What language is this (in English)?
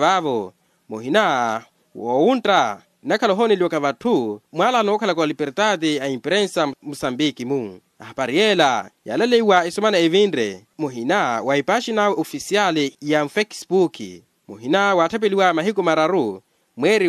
Makhuwa